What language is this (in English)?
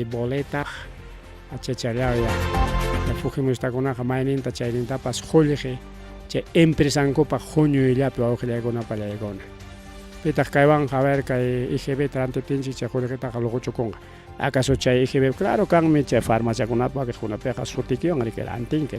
Ayacucho Quechua